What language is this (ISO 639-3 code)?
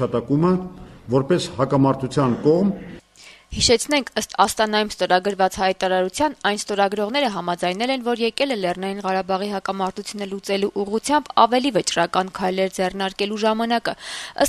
hye